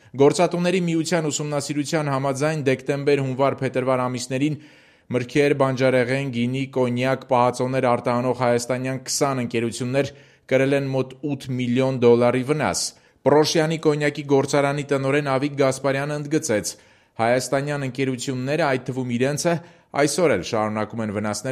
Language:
Armenian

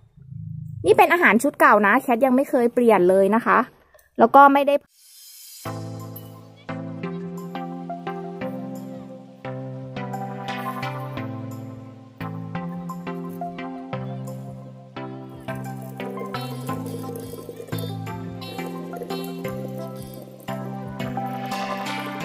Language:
Thai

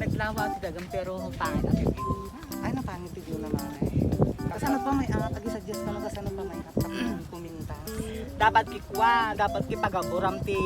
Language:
Iloko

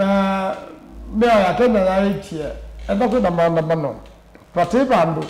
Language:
Kamba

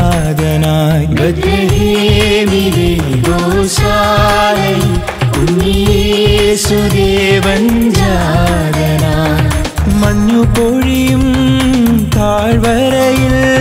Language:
Malayalam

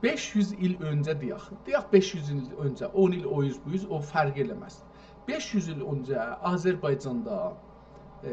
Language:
South Azerbaijani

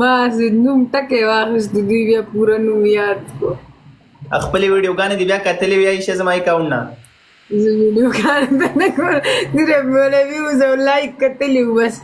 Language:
Pashto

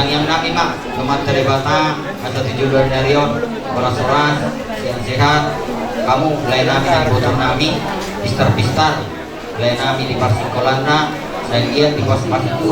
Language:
Batak Toba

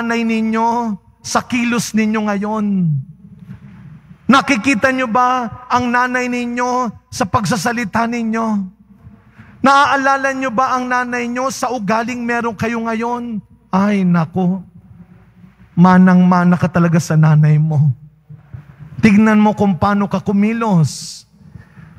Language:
Filipino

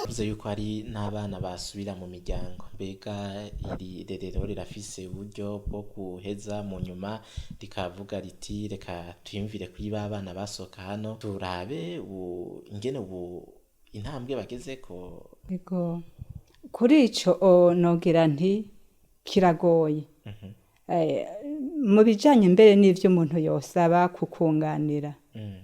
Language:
Rundi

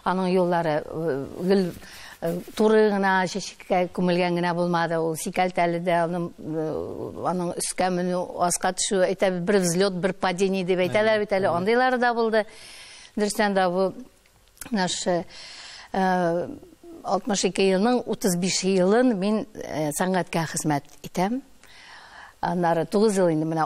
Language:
Tatar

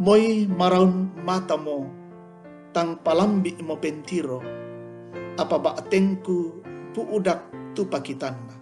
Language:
Toraja-Sa'dan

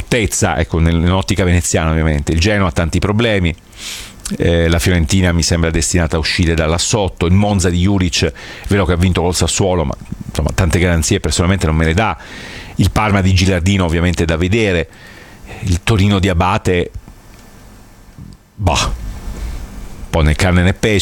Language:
Italian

